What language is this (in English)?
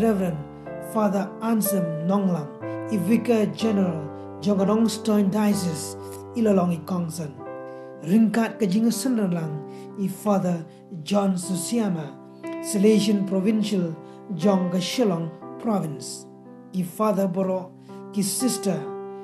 Khasi